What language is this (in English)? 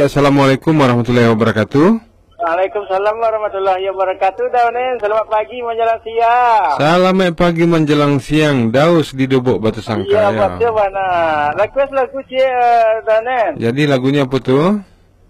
Minangkabau